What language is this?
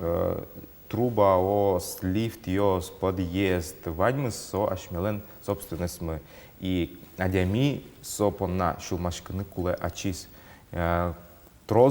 Udmurt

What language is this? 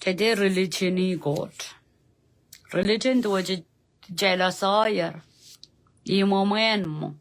Pohnpeian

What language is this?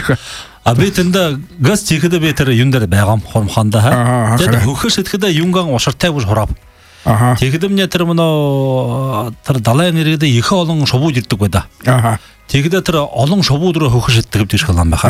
Buriat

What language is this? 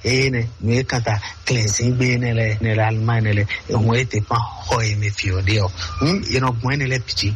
Fon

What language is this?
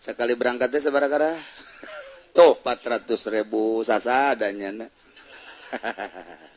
Sundanese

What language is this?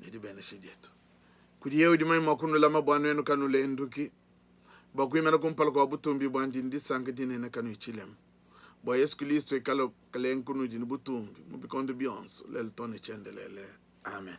Luba-Lulua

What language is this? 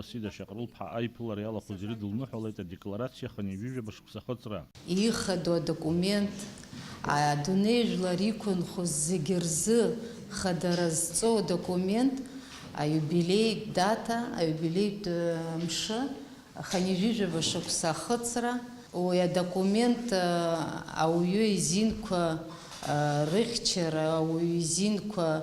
Abkhazian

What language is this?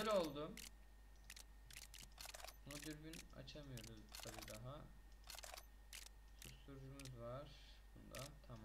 Turkish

